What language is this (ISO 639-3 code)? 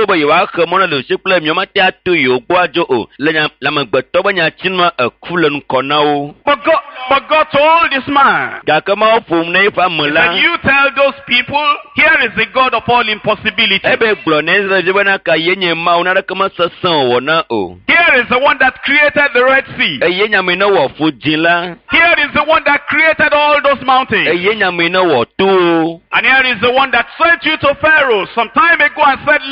ewe